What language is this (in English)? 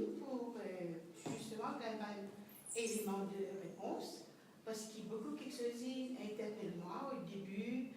Morisyen